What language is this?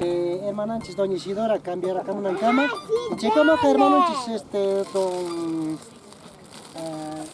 Quechua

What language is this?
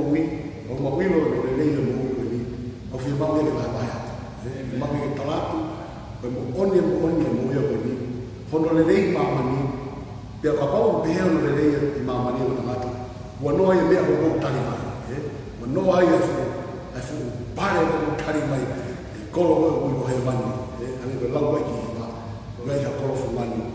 Tongan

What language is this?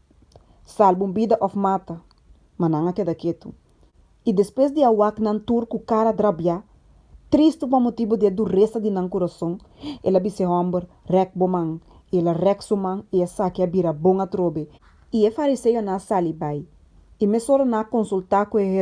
Papiamento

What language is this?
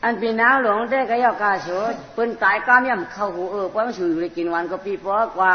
Shan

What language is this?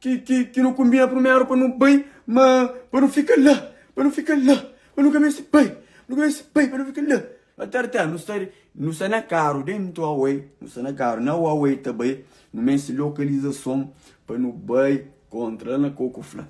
Kabuverdianu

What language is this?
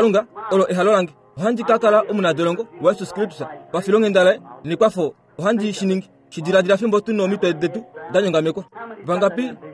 Kuanyama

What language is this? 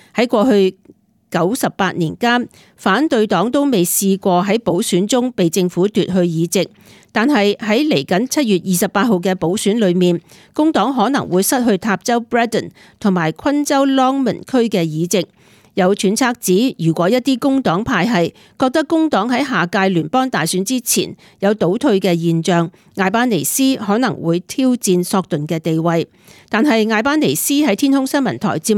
Cantonese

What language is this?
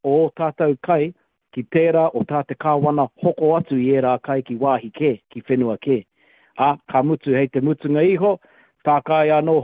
Māori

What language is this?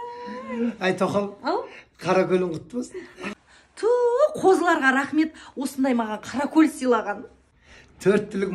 Kazakh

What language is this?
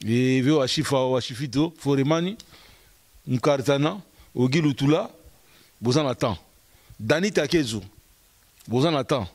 Lingala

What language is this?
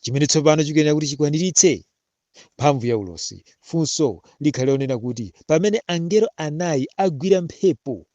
Nyanja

